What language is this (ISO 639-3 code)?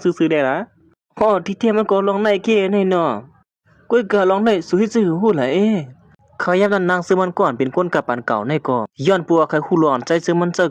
shn